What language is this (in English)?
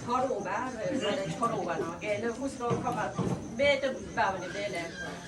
S'gaw Karen